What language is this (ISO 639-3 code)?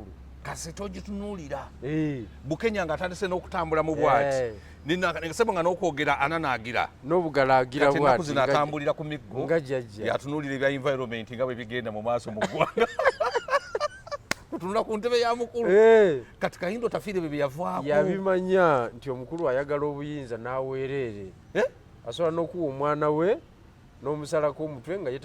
lug